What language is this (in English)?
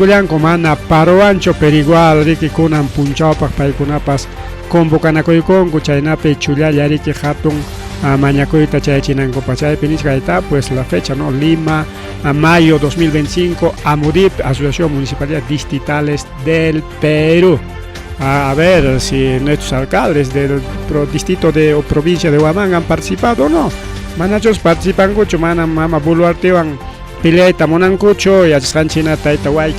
Ayacucho Quechua